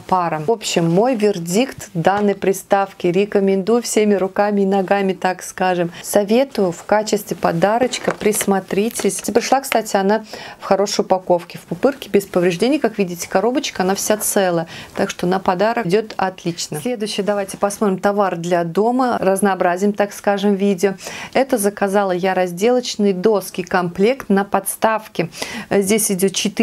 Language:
Russian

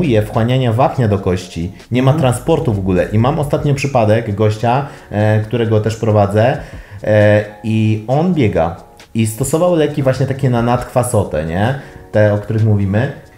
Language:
Polish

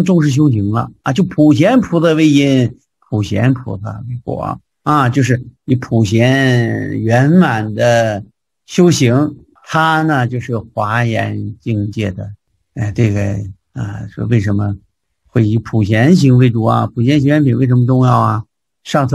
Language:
Chinese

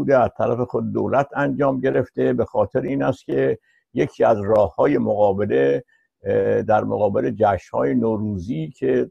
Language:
Persian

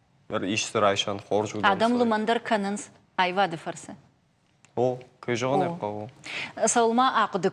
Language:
Ossetic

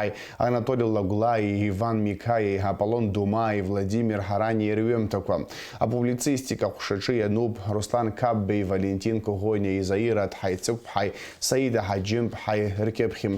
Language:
Abkhazian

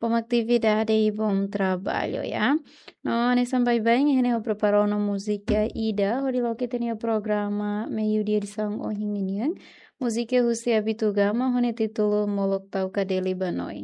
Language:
Tetum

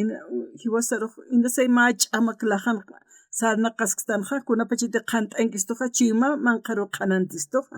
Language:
Aymara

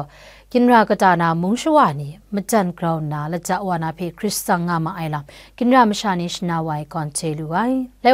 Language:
Kachin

